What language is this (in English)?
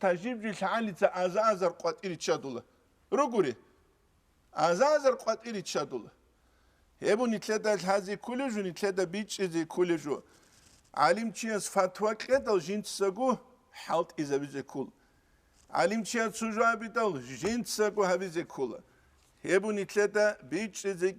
Avaric